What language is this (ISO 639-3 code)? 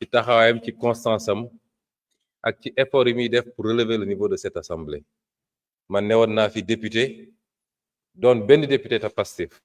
wol